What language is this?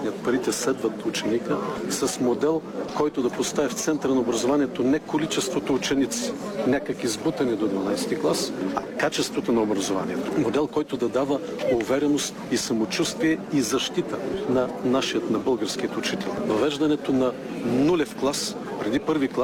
Bulgarian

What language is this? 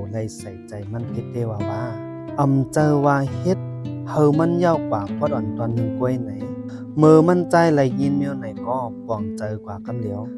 Shan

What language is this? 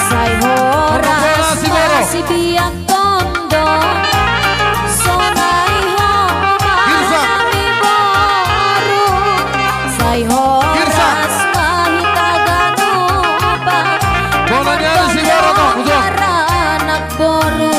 Batak Simalungun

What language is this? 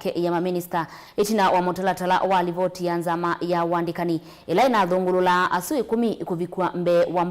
Kamba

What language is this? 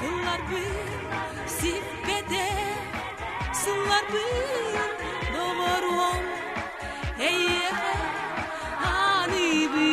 Yakut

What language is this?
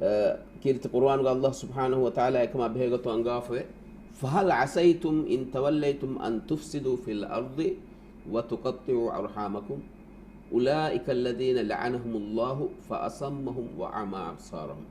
Divehi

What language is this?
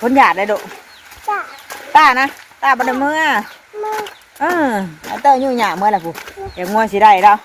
Northeastern Thai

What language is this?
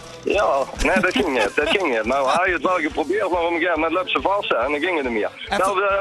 Limburgish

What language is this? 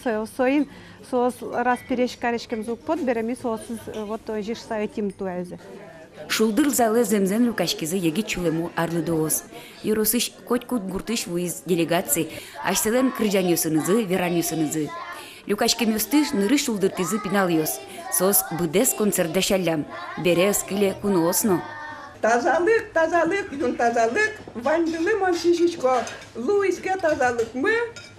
Udmurt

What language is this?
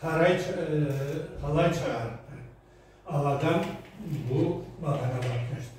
Karachay-Balkar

